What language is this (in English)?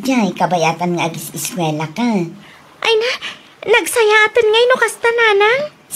Iloko